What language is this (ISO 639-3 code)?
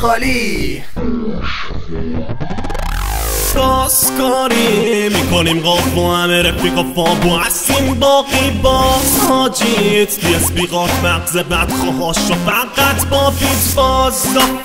fas